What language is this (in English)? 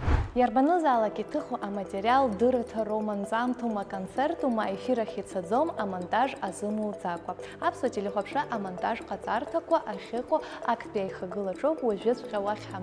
Abkhazian